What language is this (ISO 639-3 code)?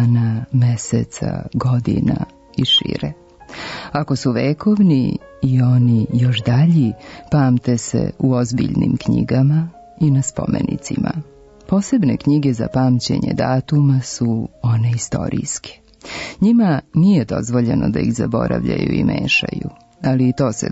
srp